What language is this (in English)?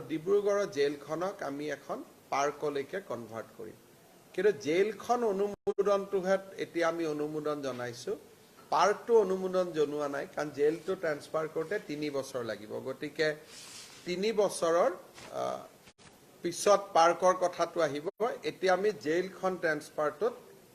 Assamese